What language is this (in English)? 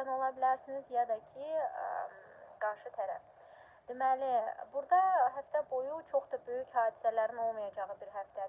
Azerbaijani